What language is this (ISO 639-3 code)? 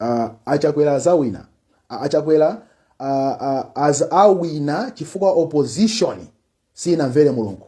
nya